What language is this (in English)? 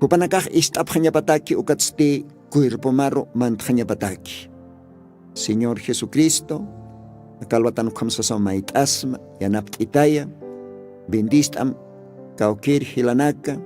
Aymara